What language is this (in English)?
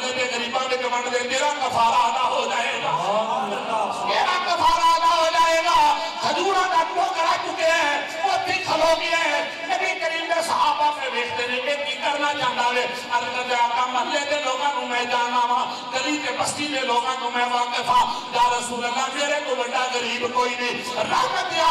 Urdu